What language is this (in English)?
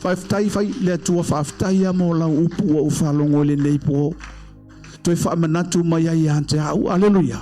Samoan